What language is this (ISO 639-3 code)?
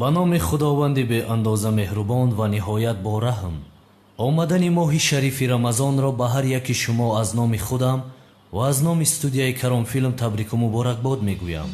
tgk